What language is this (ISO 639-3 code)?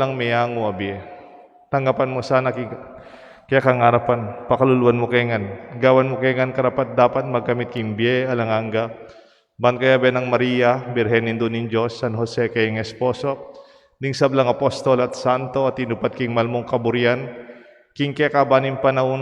pam